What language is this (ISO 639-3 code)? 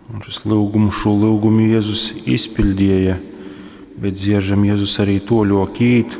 ltg